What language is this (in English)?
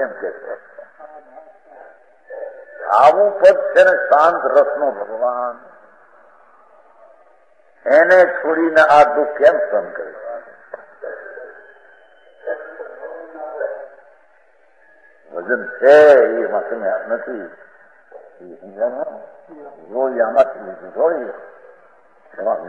Gujarati